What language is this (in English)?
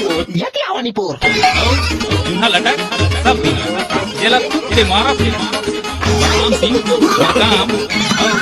Chhattisgarhi